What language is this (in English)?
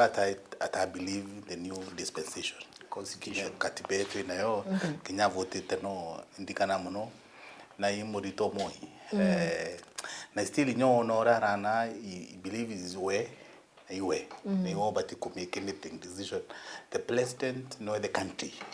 Meru